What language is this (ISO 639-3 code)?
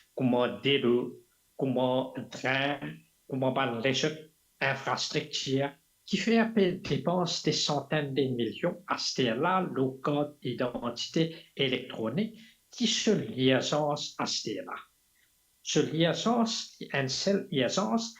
mfe